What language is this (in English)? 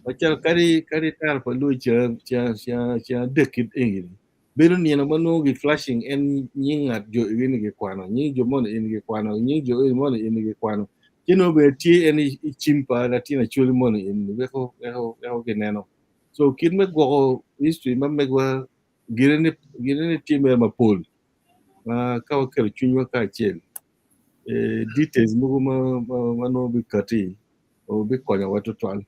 Acoli